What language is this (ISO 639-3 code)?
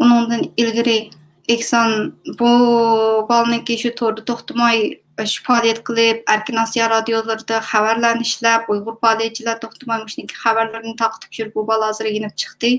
uig